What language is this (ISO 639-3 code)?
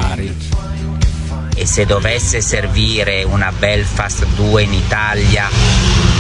ita